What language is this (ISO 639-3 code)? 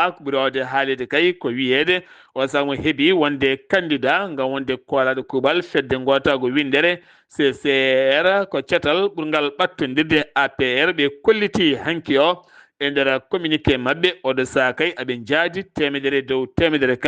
ful